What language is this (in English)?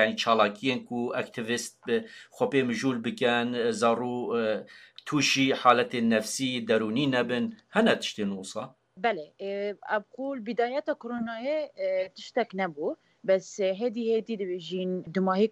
Kurdish